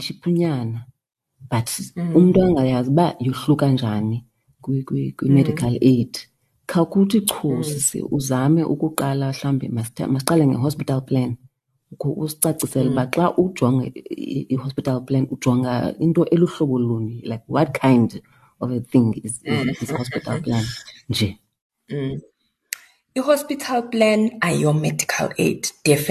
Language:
Xhosa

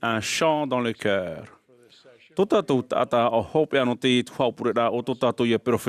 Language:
Tahitian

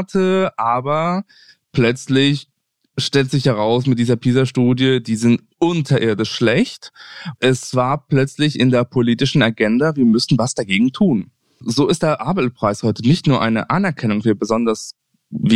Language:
German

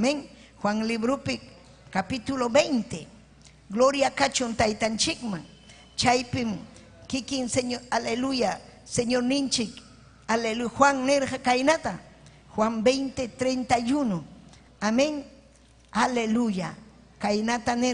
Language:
Ayacucho Quechua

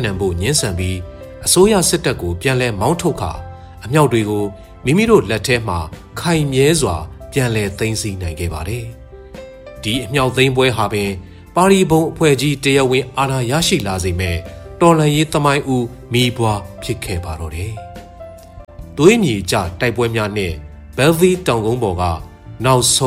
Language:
Burmese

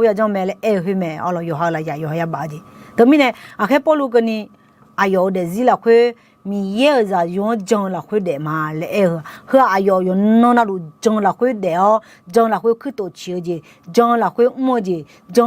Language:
Akha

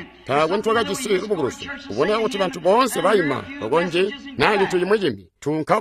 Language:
Tonga (Zambia)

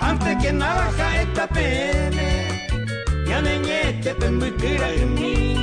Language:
Guarani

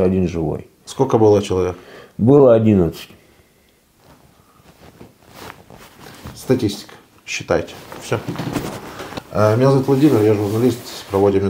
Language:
Russian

